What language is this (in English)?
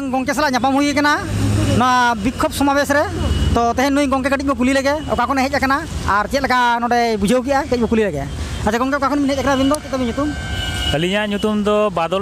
Santali